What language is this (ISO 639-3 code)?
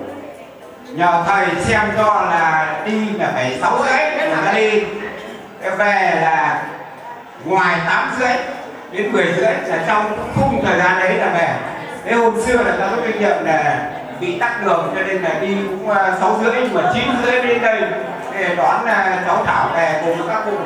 vie